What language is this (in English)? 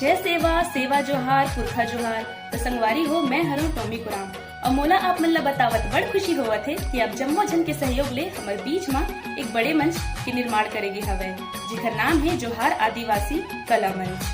Chhattisgarhi